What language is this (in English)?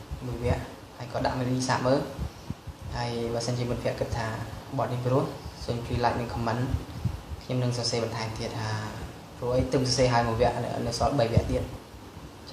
Khmer